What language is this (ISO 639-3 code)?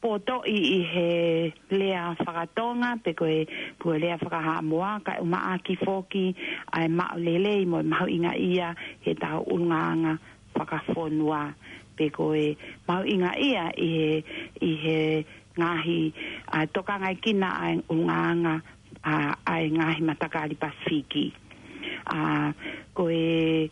ton